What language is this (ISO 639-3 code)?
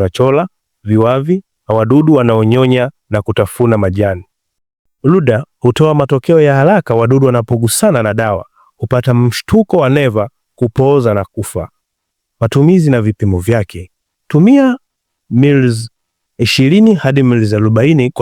swa